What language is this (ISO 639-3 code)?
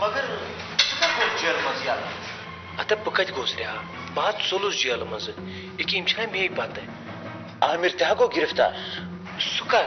kas